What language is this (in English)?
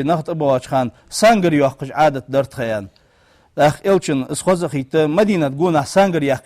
Ingush